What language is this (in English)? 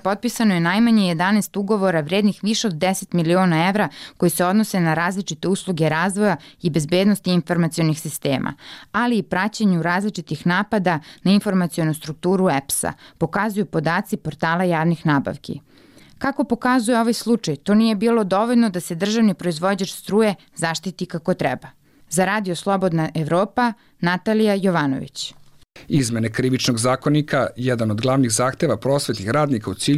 Serbian